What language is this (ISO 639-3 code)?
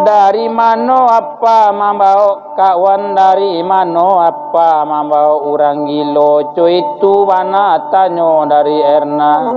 min